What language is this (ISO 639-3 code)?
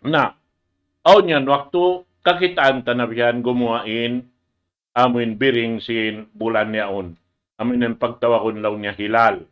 tsg